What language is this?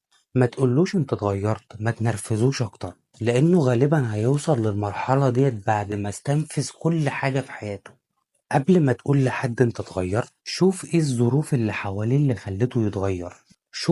Egyptian Arabic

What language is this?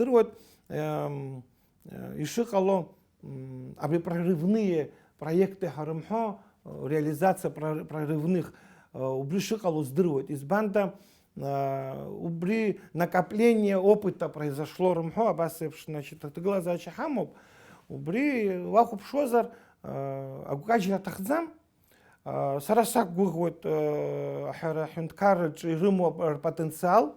Abkhazian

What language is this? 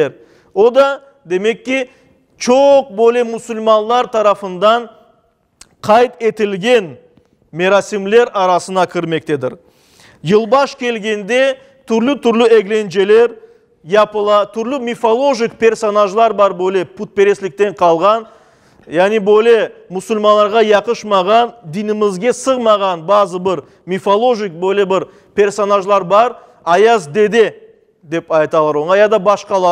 Crimean Tatar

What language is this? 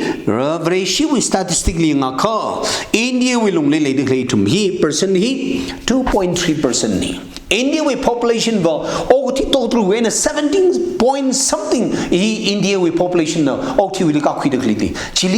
Tangkhul Naga (India)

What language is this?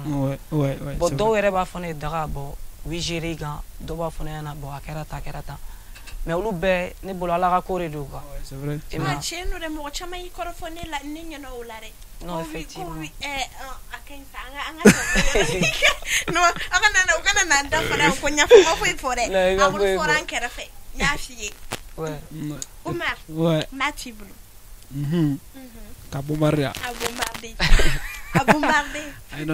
Bambara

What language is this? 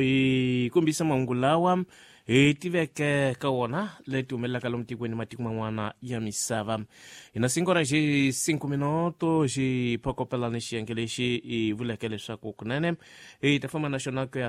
Tsonga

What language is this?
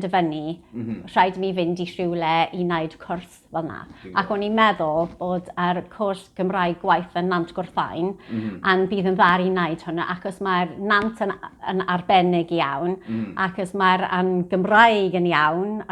Welsh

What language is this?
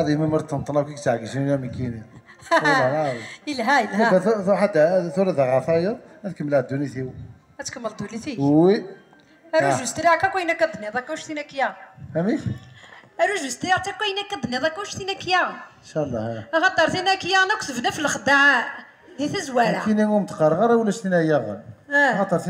Kabyle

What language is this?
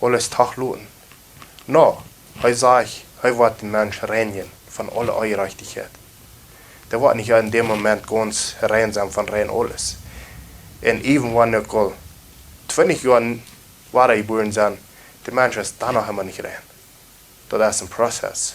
Plautdietsch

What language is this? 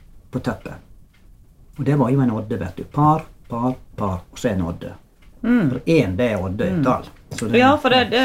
Norwegian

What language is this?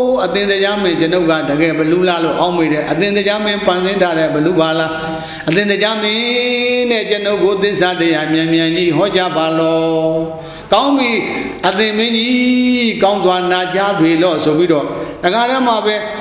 Burmese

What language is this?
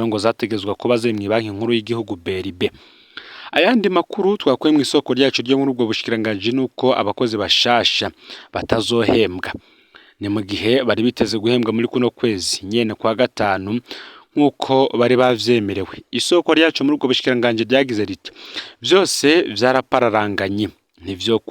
Rundi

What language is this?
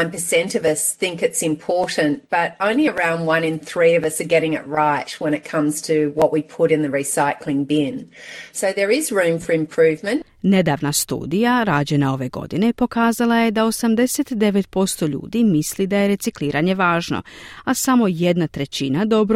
Croatian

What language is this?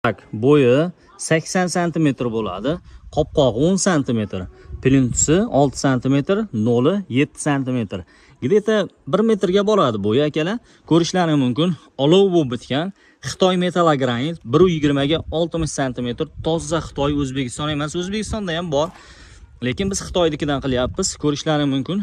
Uzbek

